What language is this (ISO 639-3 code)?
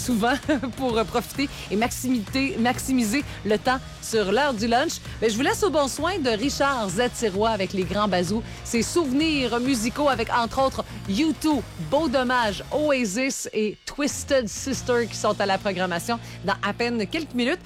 fra